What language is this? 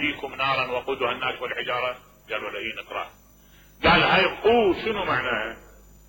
Mesopotamian Arabic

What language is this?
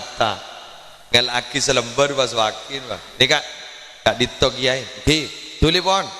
Madurese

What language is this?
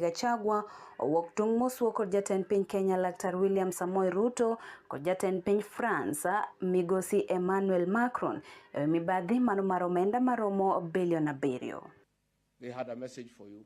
Luo (Kenya and Tanzania)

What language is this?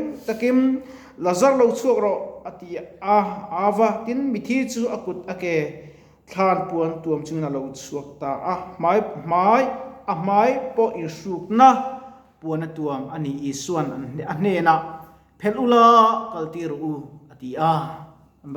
Mizo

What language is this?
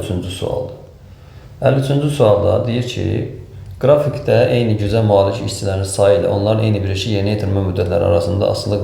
Azerbaijani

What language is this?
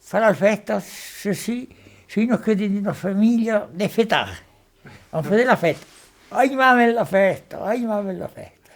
Occitan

